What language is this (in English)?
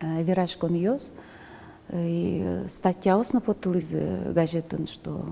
Udmurt